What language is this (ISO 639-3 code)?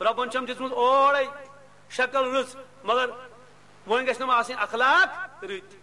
kas